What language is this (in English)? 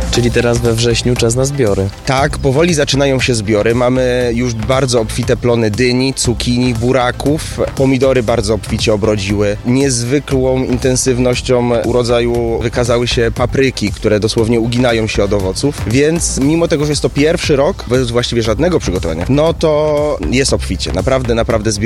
Polish